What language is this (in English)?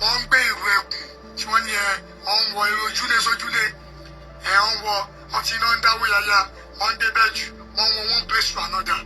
Yoruba